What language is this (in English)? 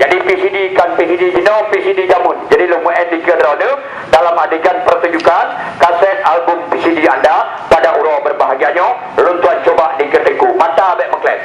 Achinese